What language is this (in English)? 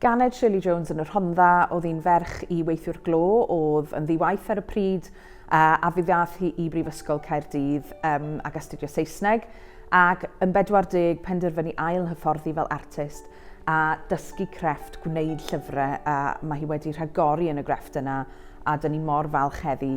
Welsh